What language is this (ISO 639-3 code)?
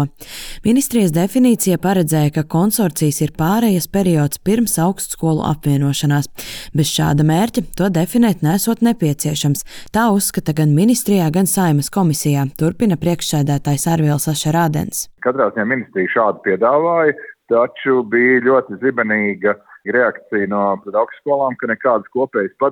lav